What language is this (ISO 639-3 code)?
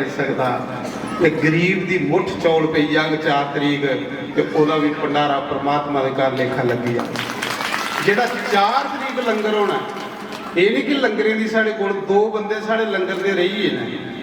doi